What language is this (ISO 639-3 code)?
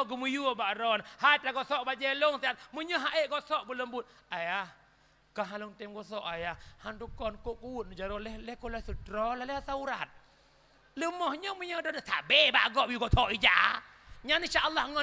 ace